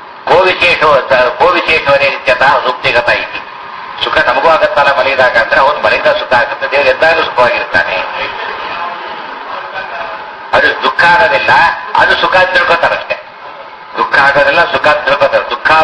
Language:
Kannada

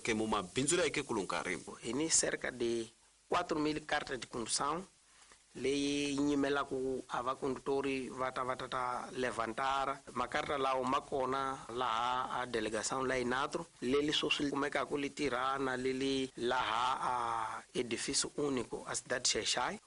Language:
Tsonga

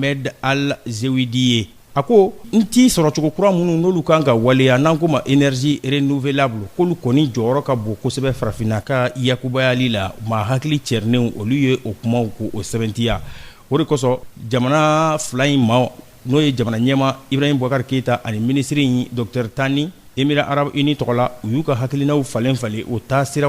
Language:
Bambara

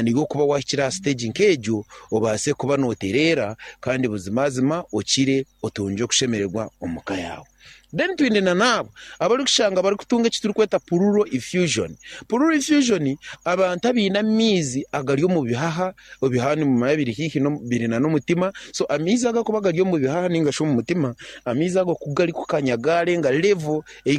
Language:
Nyankole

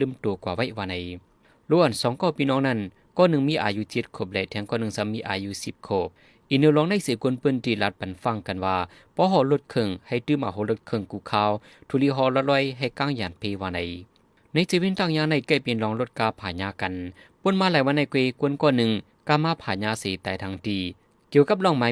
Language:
Shan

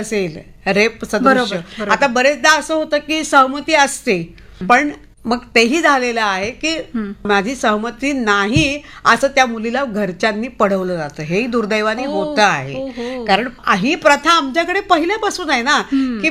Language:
Marathi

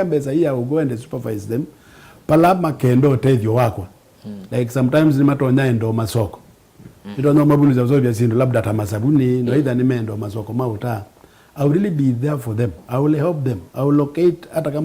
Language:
Kamba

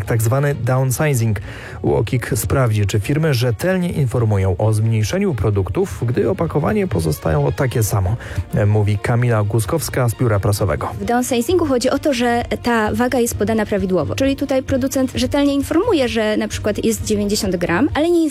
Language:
Polish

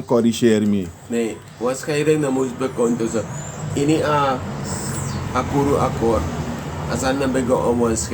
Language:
Sranan Tongo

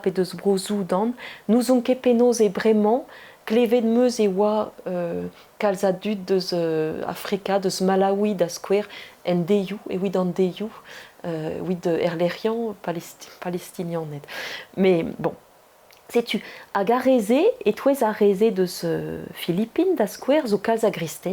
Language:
Breton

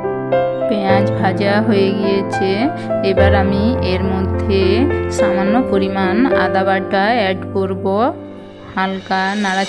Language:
Bangla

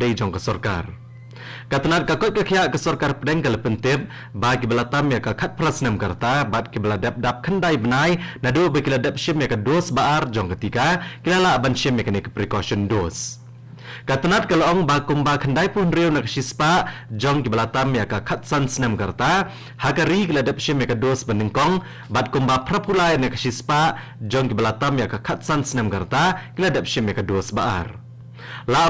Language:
Khasi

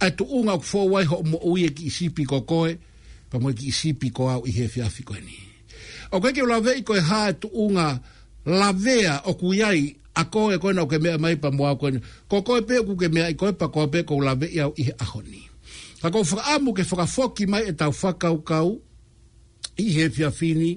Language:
Tongan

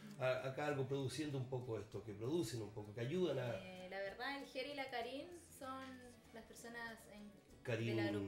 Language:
Spanish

